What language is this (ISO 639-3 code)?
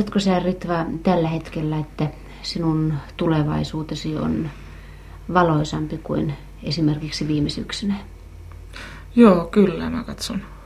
fin